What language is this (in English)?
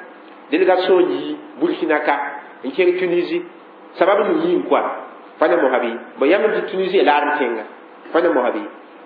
Mossi